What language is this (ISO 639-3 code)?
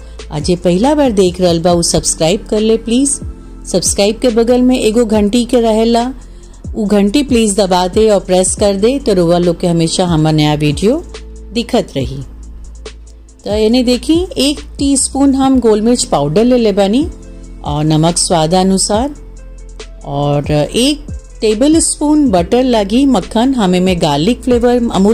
bho